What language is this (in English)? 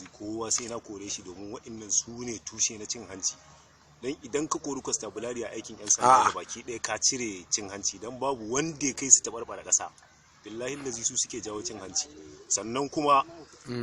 Hausa